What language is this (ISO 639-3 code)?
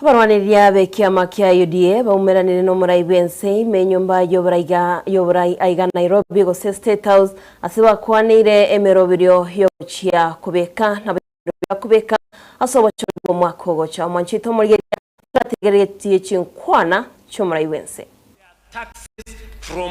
guz